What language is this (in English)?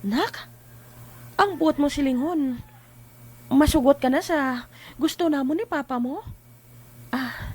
Hiligaynon